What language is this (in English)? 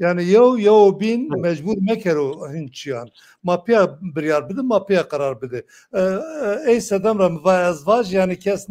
Zaza